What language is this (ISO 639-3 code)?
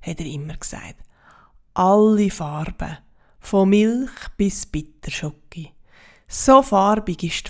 gsw